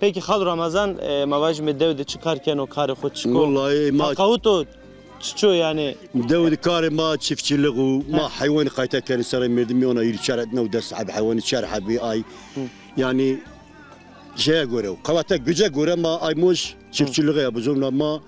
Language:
Zaza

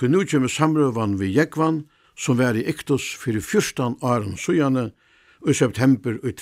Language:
Faroese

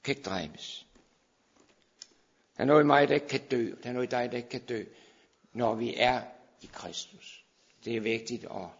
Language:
Danish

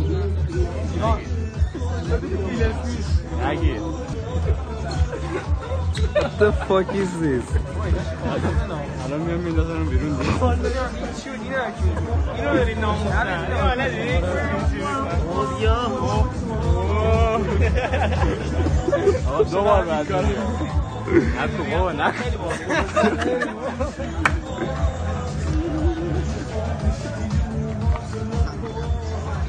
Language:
Persian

